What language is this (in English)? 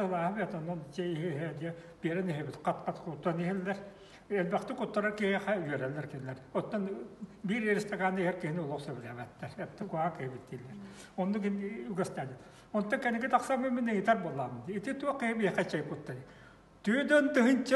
Yakut